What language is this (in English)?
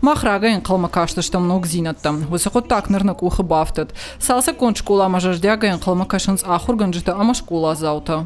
Ossetic